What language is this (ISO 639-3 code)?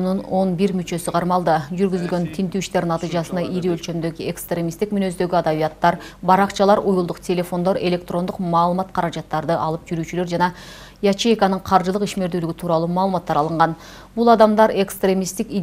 kir